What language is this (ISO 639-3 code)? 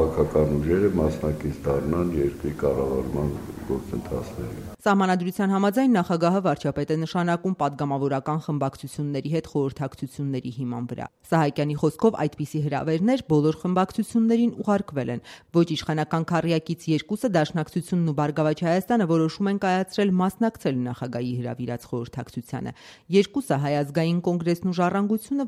hye